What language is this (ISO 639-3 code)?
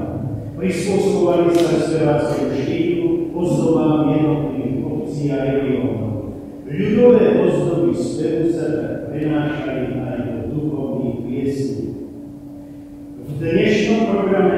slk